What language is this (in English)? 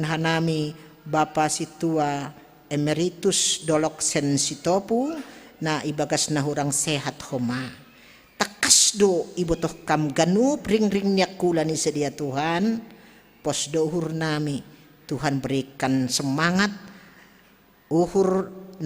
Batak Simalungun